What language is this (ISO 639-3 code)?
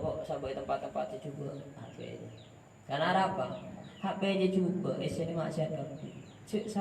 mad